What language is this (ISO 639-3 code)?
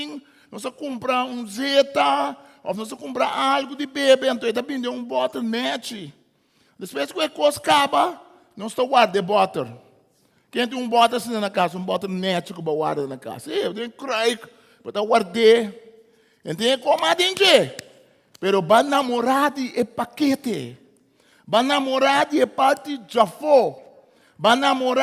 pap